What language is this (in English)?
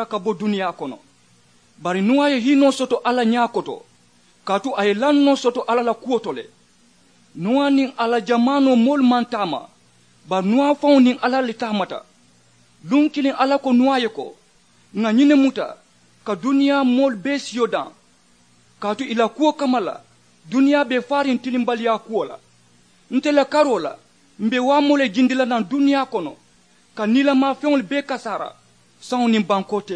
Mandingo